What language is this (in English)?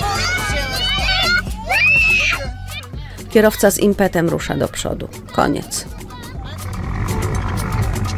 Polish